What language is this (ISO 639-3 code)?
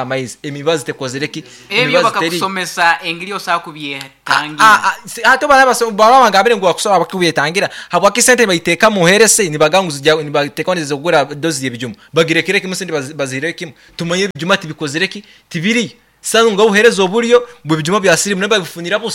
nyo